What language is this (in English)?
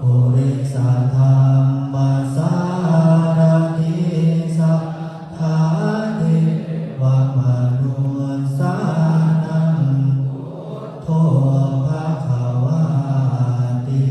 Pali